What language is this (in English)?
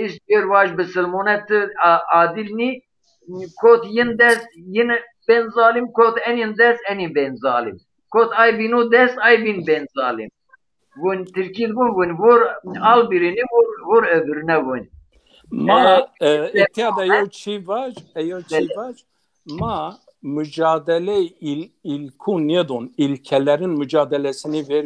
Zaza